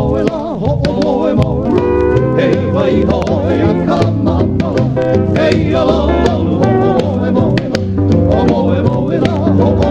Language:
Hawaiian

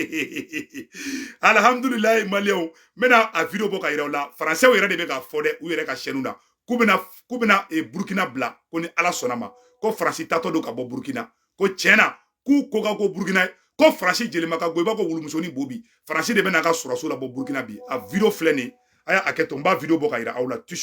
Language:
Bambara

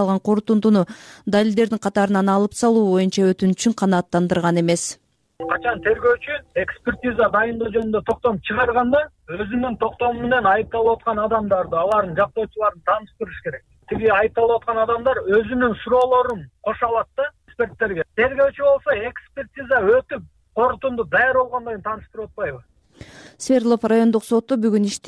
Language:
Kyrgyz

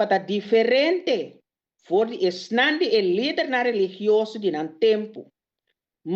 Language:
Papiamento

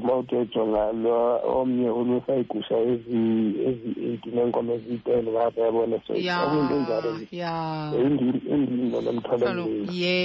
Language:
Xhosa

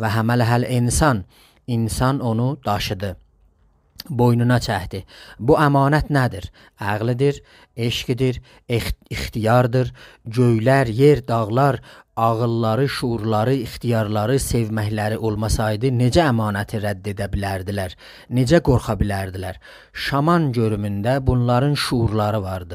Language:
South Azerbaijani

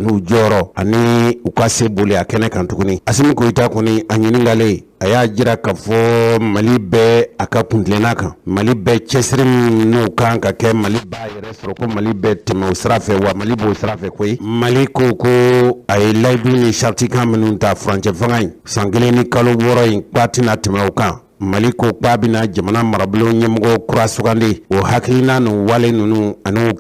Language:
Bambara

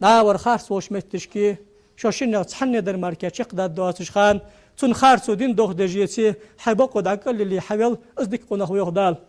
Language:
Ingush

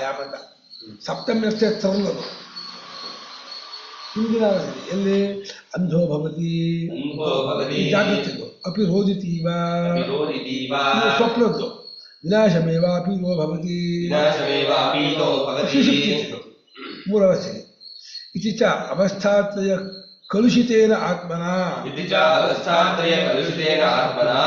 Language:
Kannada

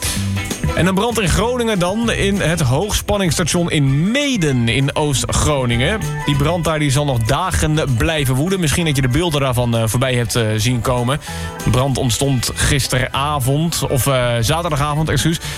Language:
Dutch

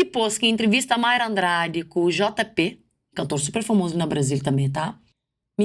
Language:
Kabuverdianu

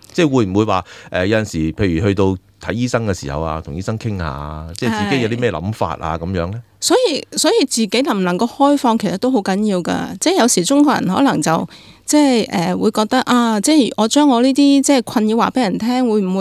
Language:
Cantonese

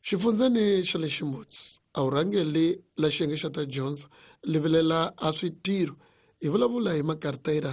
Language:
Tsonga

